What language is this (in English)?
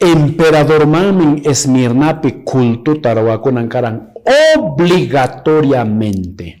Quechua